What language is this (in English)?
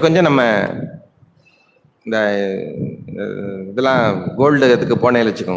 Tamil